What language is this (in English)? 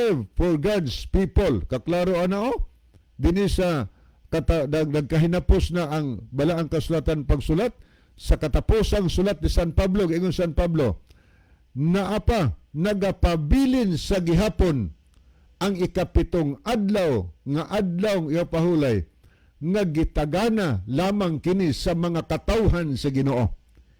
Cebuano